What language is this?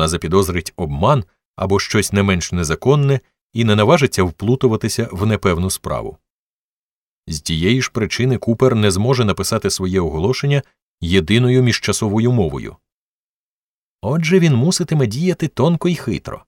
Ukrainian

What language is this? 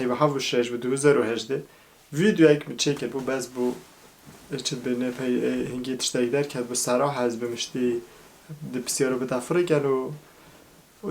Kurdish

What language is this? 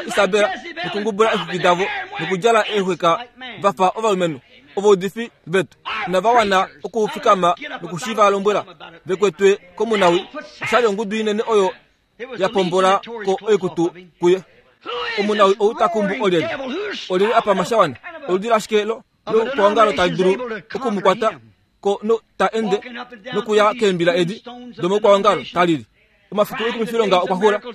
Kuanyama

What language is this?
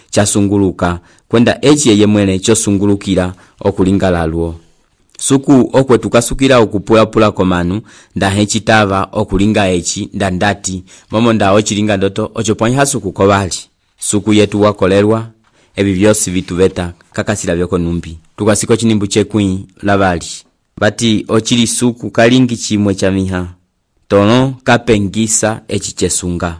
Umbundu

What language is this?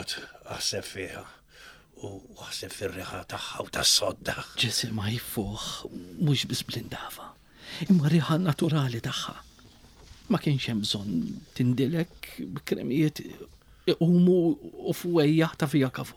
Maltese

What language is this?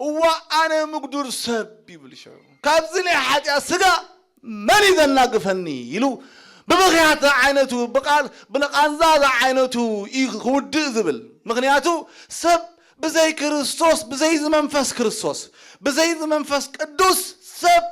Tigrinya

